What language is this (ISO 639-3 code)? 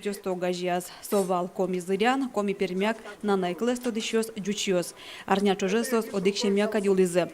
udm